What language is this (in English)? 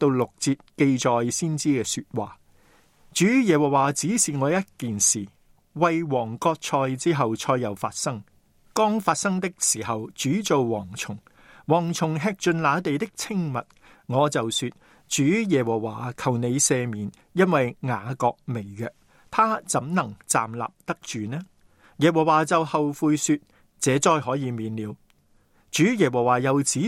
Cantonese